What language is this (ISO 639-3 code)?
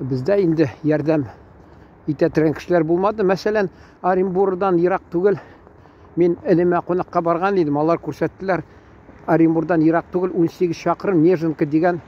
tat